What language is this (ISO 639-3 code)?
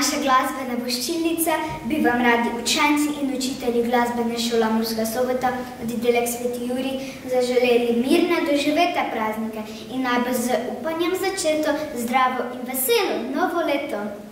slv